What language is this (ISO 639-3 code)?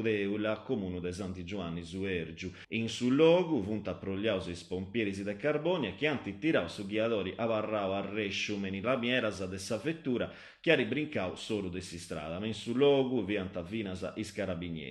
srd